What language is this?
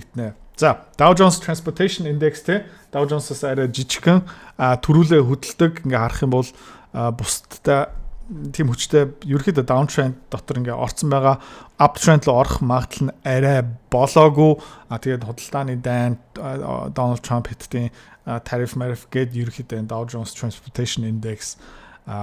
Mongolian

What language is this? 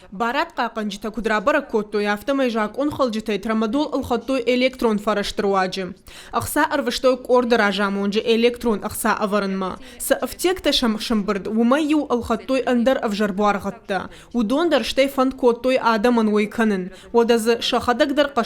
Ossetic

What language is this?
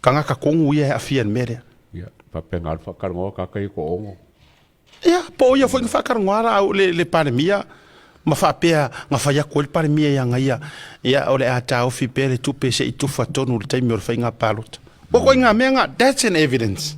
Samoan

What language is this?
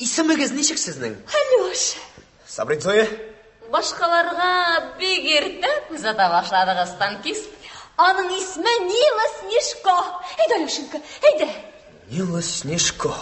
Tatar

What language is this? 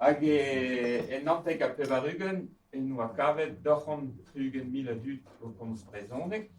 Breton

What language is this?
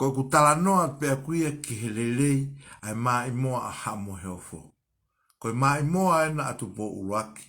Tongan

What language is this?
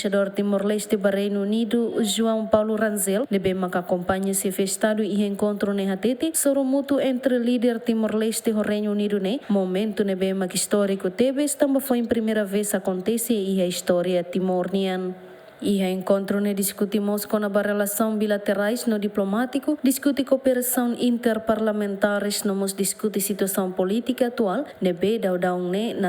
Tetum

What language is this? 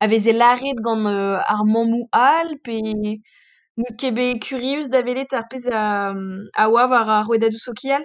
Breton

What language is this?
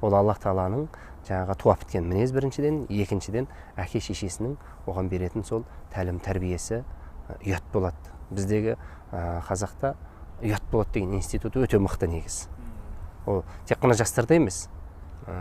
Kazakh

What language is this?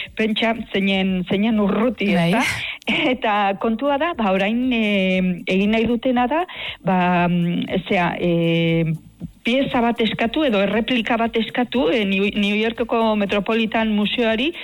Basque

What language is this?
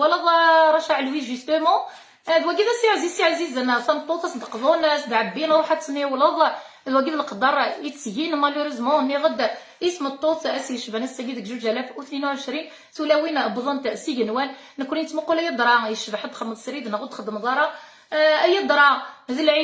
Kabyle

